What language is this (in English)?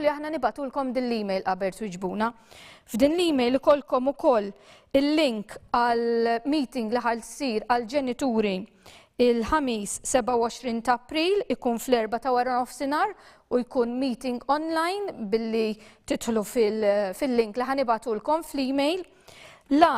Maltese